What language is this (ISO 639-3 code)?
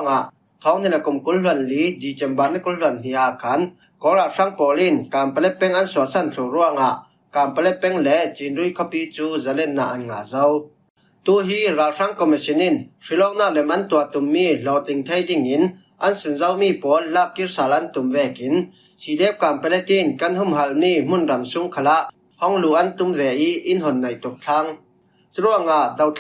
cfm